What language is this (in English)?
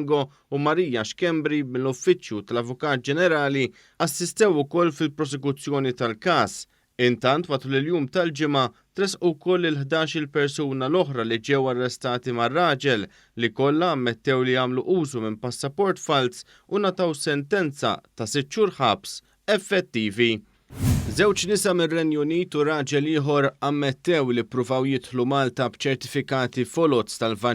Maltese